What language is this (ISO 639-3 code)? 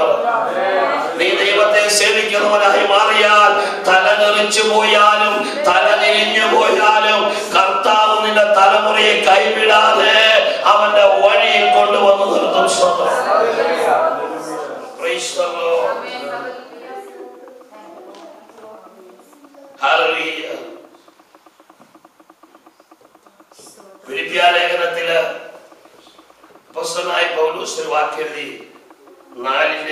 mal